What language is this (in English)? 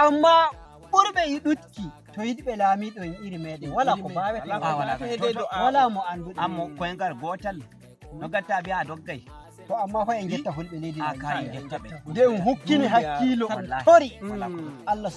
Nigerian Fulfulde